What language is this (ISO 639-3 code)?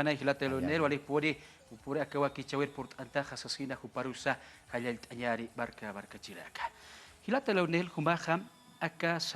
aym